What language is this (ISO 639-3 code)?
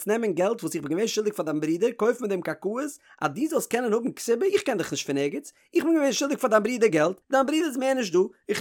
yid